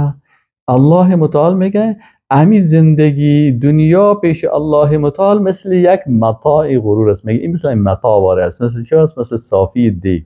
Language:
Persian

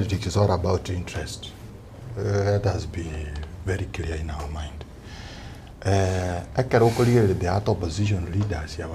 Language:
Gusii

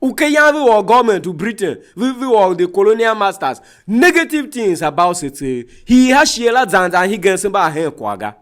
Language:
Tiv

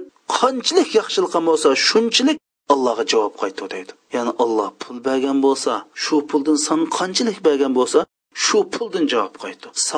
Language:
Uyghur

